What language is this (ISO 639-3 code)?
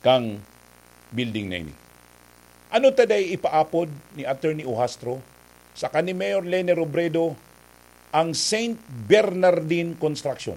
bik